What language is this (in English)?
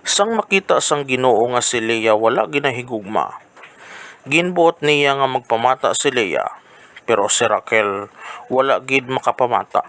Hiligaynon